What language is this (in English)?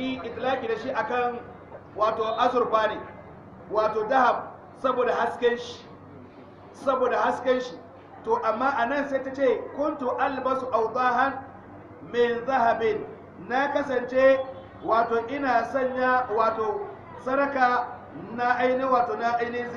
Hausa